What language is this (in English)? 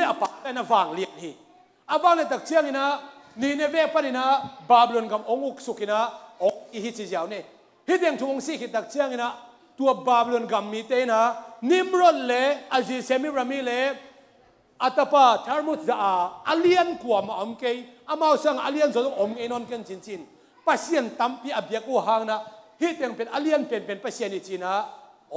Tedim Chin